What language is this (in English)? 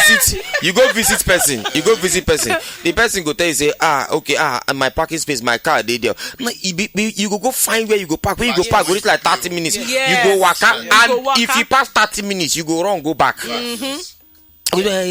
Nigerian Pidgin